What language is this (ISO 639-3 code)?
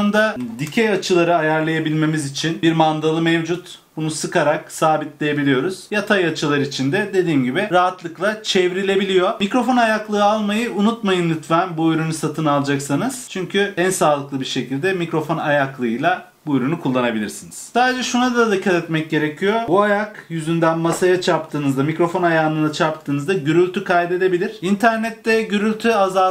tur